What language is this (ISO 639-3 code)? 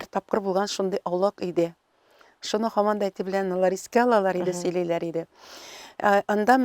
tat